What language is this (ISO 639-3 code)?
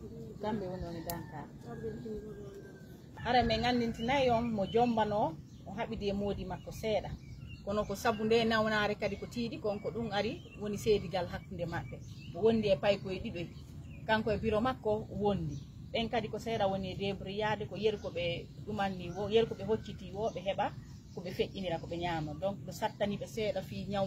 ful